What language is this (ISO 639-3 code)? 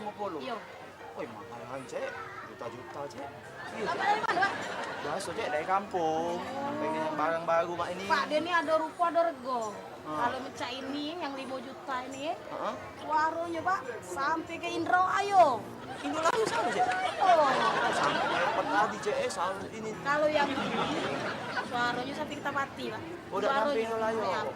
mui